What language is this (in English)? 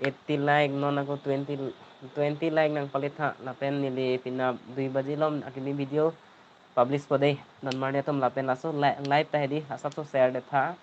Karbi